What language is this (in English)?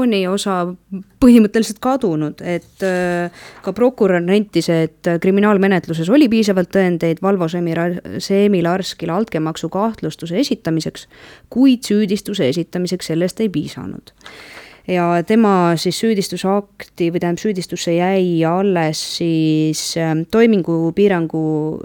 Estonian